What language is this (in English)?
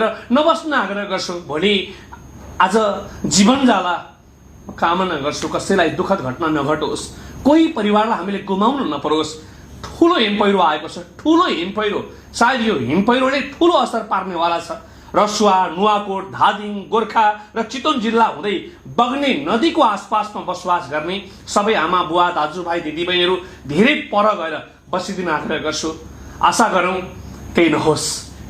Nepali